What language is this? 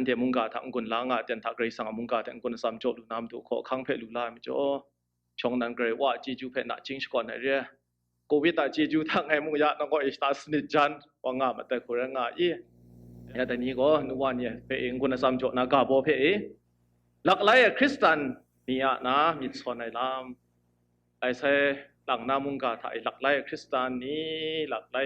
Kachin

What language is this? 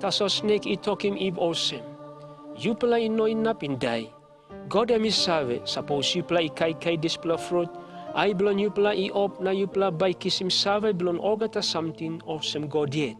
Tok Pisin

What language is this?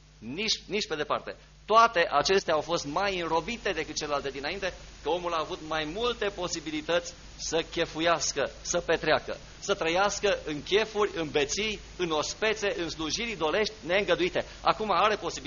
Romanian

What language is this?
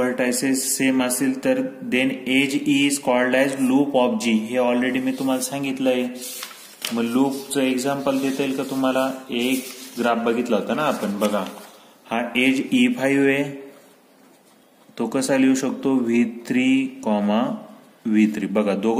Marathi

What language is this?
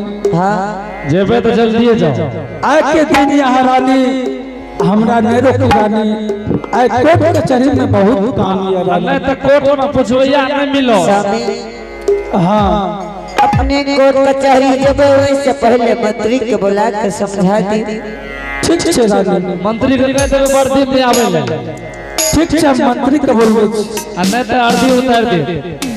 Angika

